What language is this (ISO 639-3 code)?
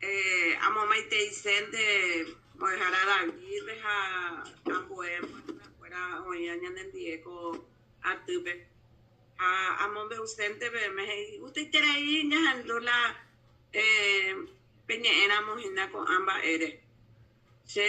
grn